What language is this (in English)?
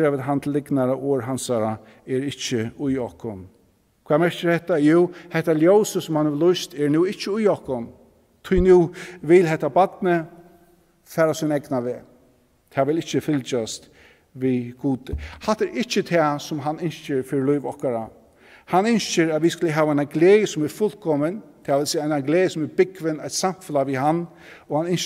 Faroese